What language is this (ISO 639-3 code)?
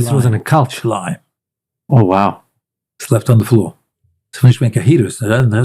yid